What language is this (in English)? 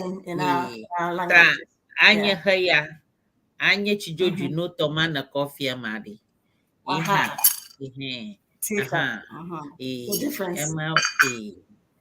Ewe